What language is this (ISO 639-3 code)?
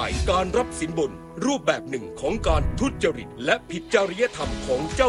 tha